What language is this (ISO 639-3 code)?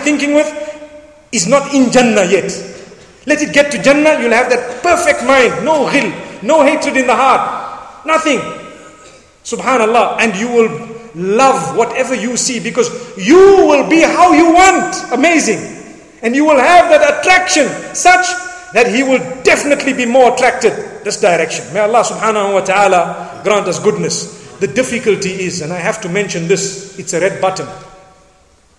eng